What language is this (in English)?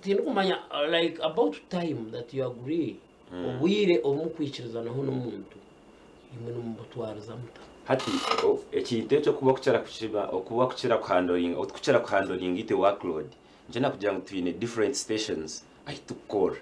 Nyankole